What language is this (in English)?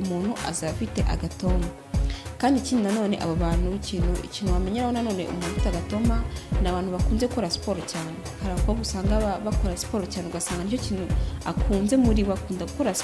Kinyarwanda